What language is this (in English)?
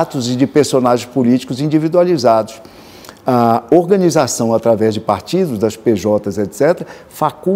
Portuguese